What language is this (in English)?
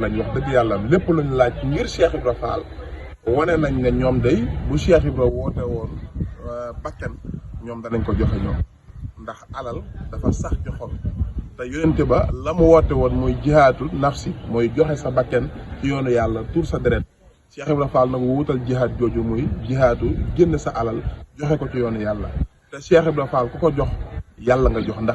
Wolof